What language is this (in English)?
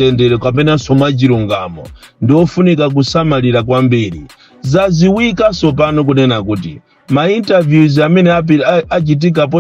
Nyanja